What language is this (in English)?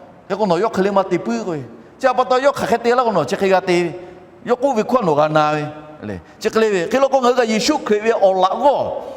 Lahu